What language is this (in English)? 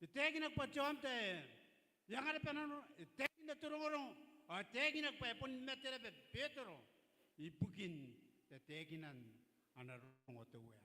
Gilbertese